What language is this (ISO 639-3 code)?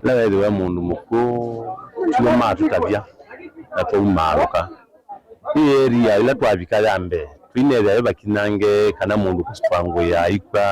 kam